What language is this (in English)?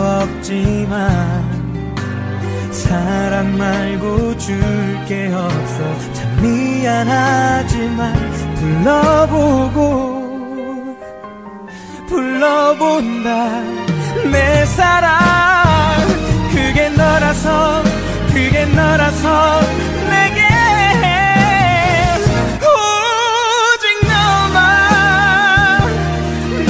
Korean